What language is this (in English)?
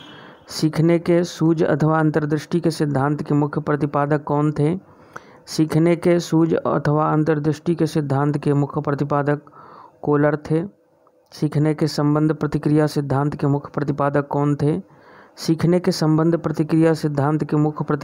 Hindi